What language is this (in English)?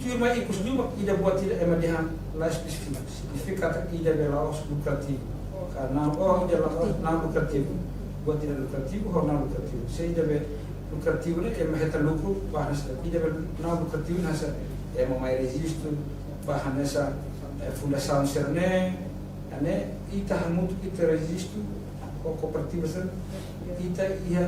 Tetum